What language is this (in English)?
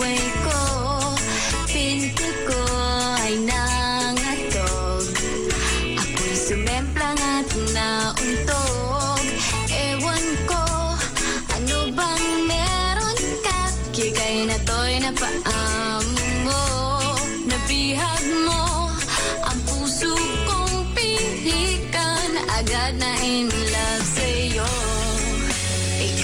Filipino